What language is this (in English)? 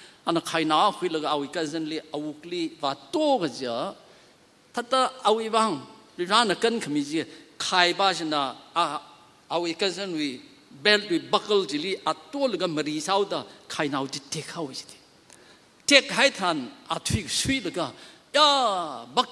Tangkhul Naga (India)